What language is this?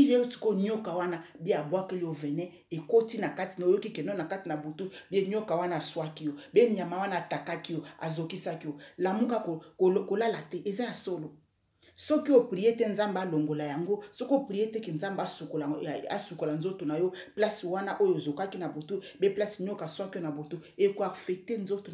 Lingala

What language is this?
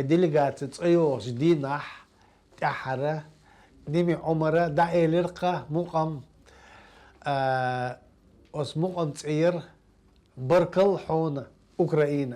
Chechen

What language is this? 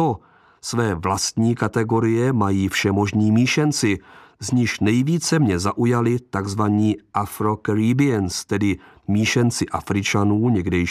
Czech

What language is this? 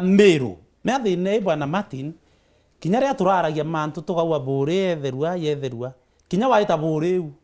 Meru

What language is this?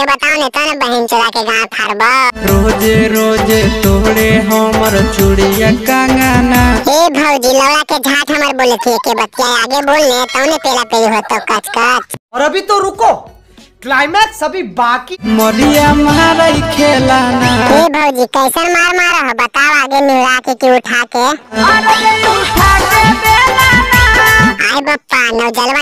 Magahi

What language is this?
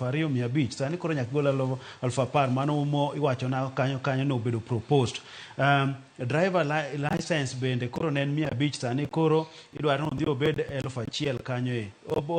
Luo (Kenya and Tanzania)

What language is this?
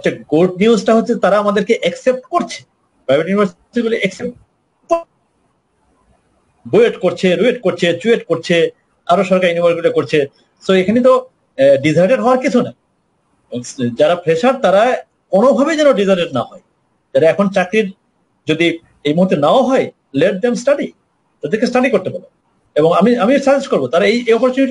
Bangla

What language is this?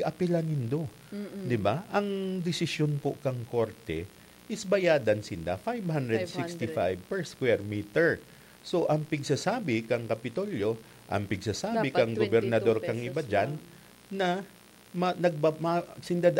Bikol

